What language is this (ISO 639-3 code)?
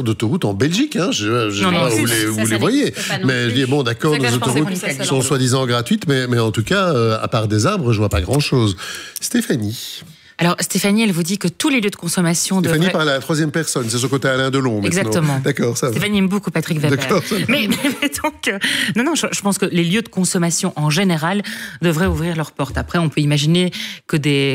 fra